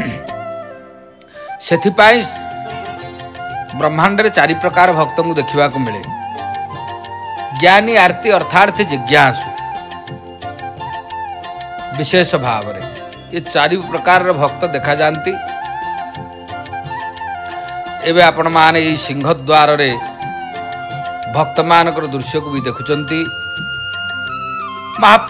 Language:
Odia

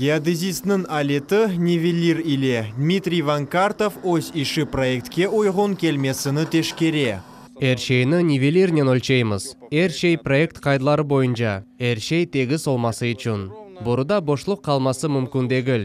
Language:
Crimean Tatar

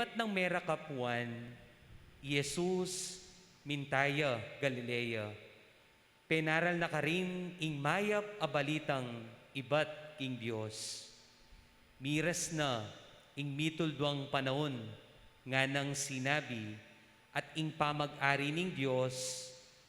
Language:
Pampanga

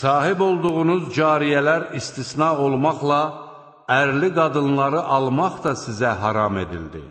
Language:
Azerbaijani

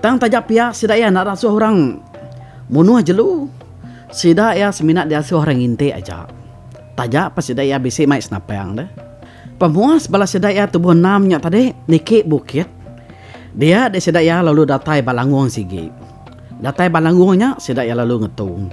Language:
Iban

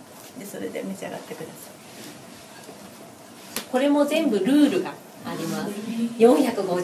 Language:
Japanese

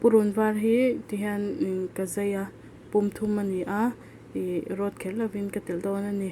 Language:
Mizo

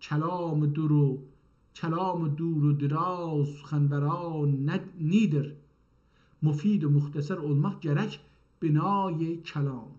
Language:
South Azerbaijani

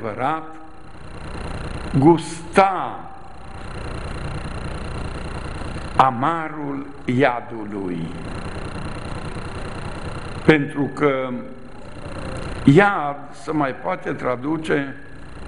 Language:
Romanian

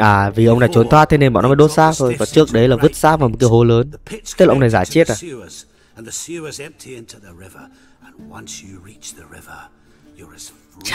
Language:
Vietnamese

